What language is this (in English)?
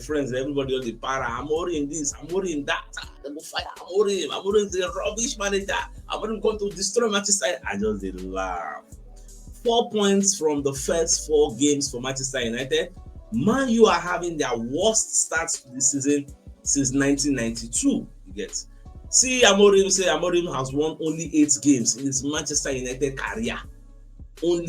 Nigerian Pidgin